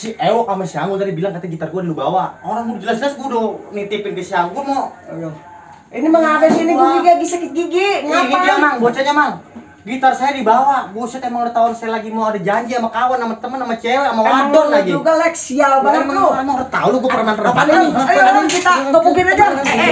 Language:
Betawi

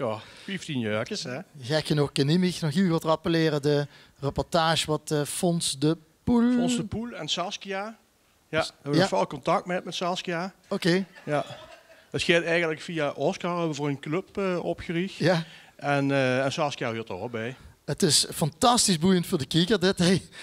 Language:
Limburgish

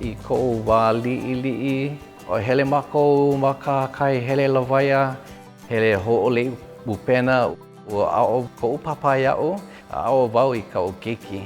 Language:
Hawaiian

